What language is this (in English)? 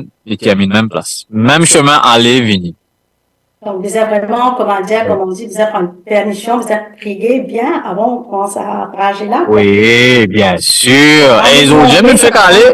Morisyen